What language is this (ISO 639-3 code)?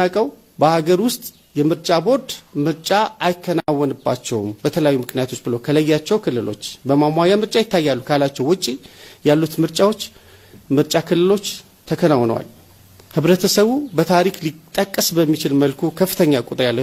amh